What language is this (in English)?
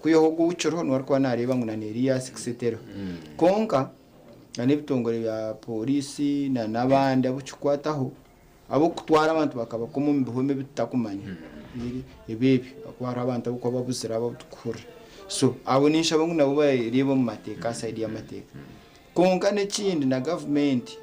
Nyankole